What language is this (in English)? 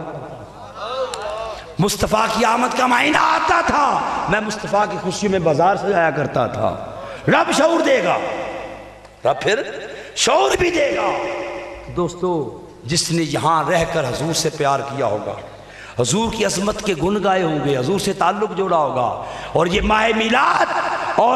Urdu